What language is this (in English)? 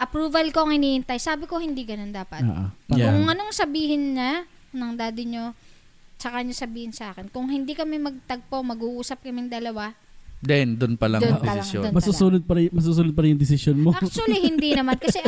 Filipino